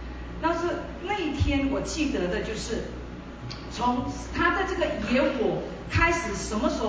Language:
Chinese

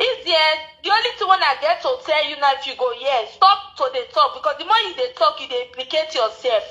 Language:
Nigerian Pidgin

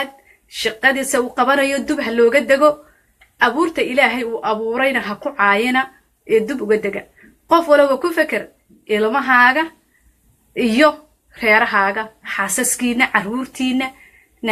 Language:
Somali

